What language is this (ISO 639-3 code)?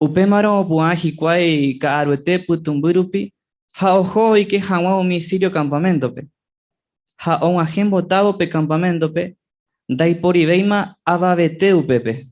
grn